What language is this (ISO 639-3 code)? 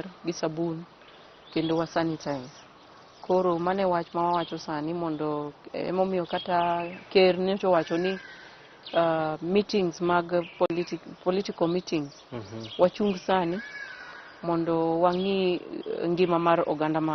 luo